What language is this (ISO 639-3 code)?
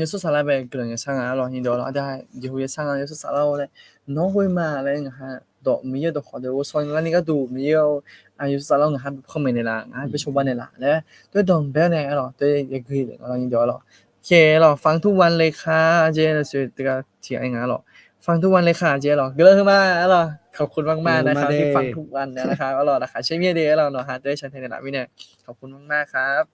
ahk